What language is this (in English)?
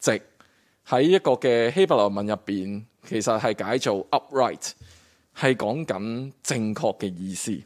Cantonese